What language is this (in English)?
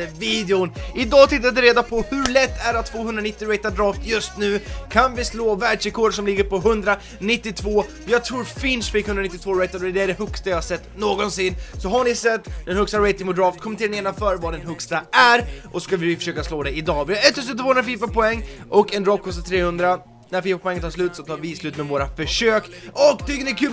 Swedish